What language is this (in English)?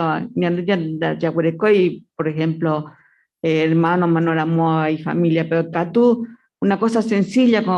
Guarani